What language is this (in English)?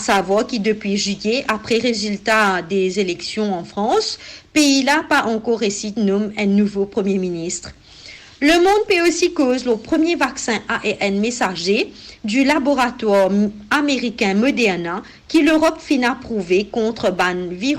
Morisyen